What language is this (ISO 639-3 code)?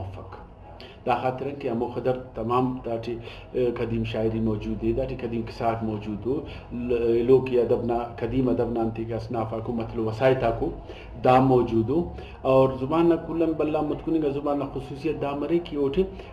brh